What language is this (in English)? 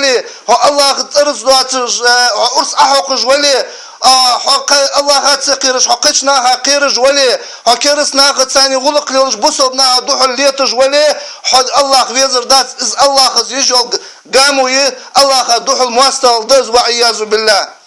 Ingush